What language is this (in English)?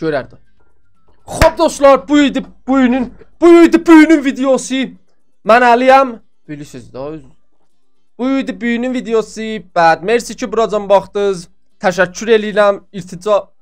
South Azerbaijani